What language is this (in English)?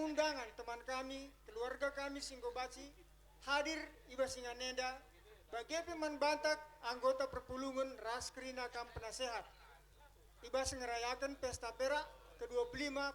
Batak Karo